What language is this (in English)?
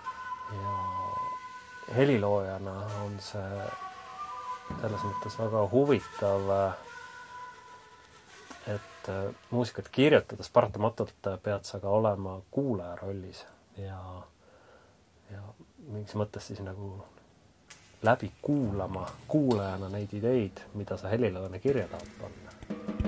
Estonian